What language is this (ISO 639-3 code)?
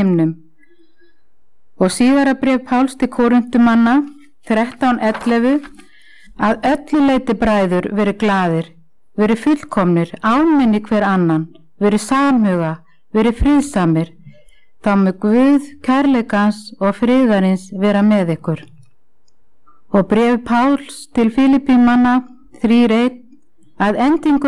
isl